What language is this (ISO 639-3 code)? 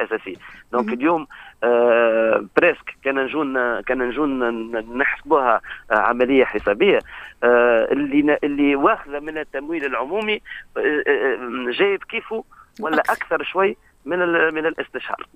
aeb